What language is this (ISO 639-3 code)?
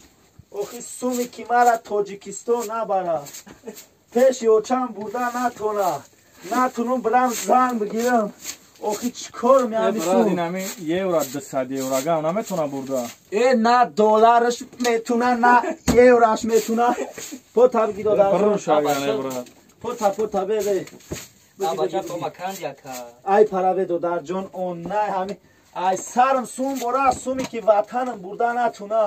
tgk